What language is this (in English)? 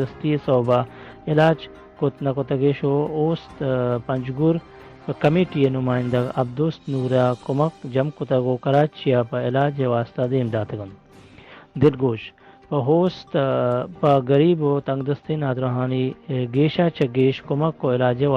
Baluchi